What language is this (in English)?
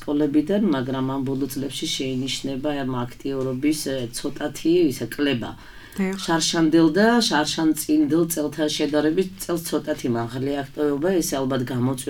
Georgian